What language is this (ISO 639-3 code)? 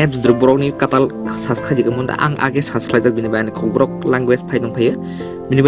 trp